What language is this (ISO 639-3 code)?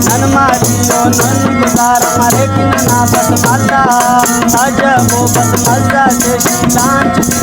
brh